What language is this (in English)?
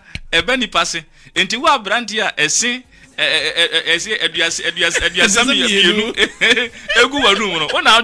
Akan